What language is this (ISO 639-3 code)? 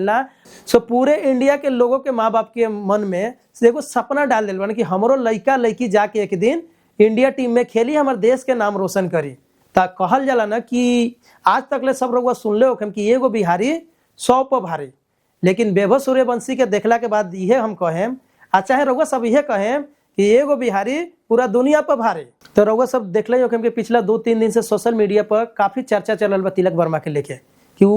bho